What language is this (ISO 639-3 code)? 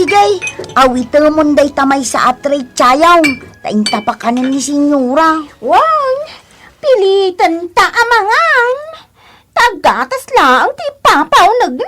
ilo